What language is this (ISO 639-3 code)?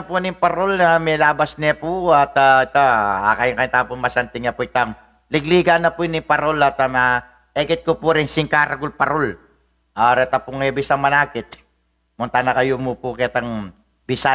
pam